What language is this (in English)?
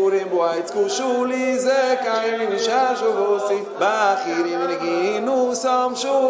Yiddish